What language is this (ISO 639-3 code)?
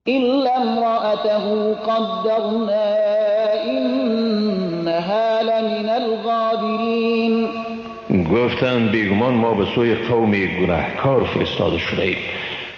fas